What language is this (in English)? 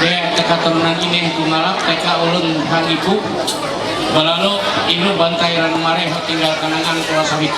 Ma'anyan